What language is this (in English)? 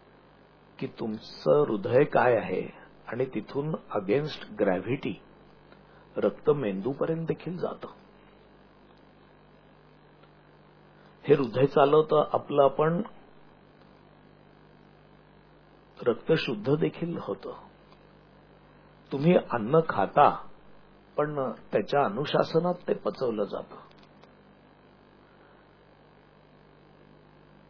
Marathi